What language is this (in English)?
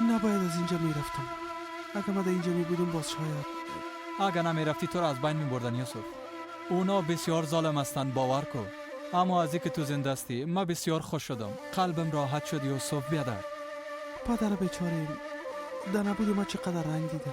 Persian